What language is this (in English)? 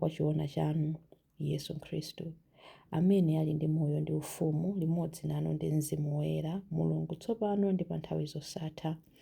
Nyanja